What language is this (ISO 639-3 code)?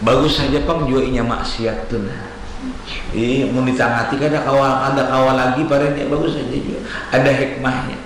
bjn